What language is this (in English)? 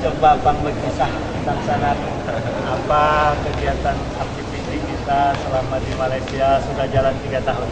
Banjar